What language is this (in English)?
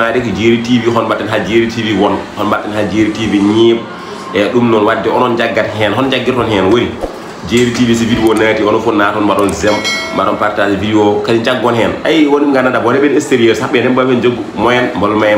Fula